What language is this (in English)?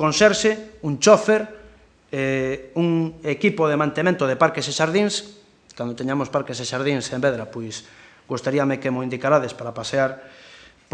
Galician